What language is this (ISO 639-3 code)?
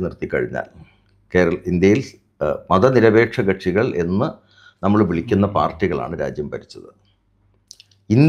mal